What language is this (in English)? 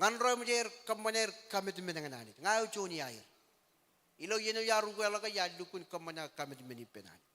Marshallese